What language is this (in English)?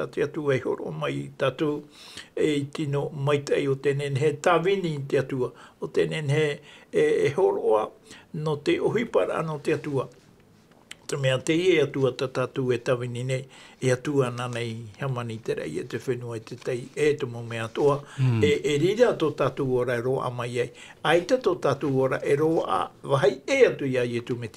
Tahitian